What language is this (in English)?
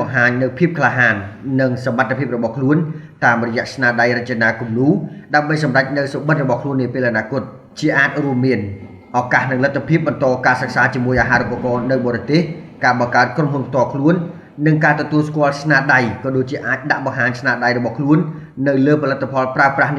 Khmer